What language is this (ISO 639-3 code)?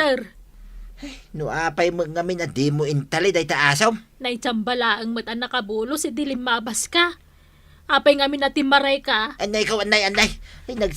ilo